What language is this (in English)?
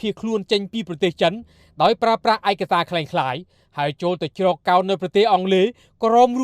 Khmer